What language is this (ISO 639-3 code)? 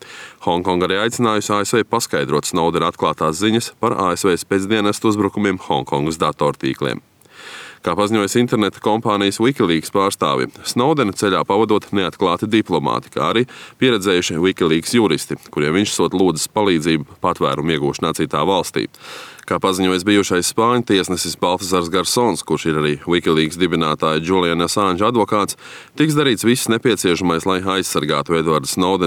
lav